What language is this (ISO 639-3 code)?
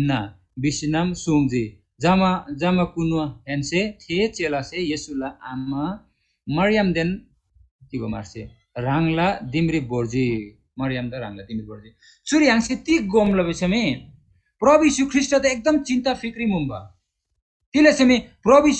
taj